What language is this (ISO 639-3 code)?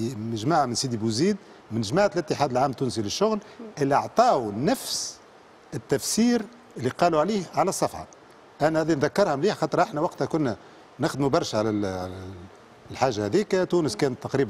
aeb